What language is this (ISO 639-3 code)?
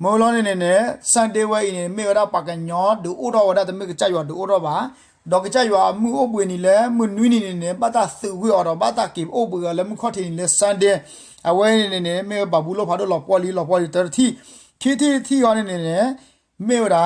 ksw